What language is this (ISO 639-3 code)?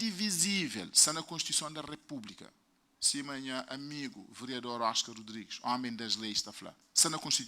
kea